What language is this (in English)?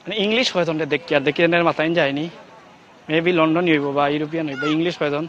Sylheti